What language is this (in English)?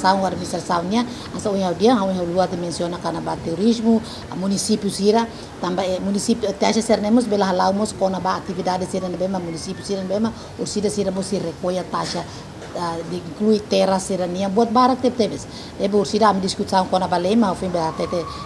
Tetum